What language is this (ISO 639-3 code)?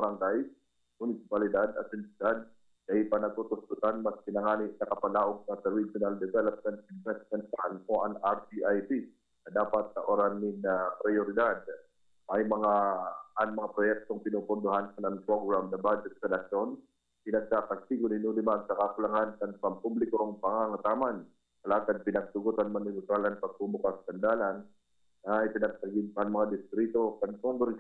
bik